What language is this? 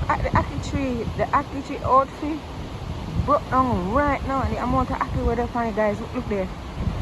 Jamaican Creole English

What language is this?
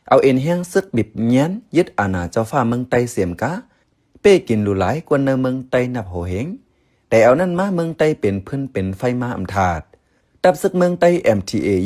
Shan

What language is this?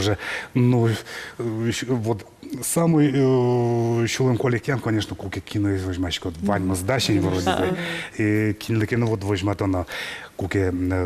Udmurt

